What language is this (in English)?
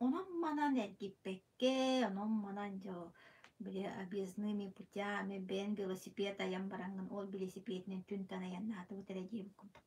Yakut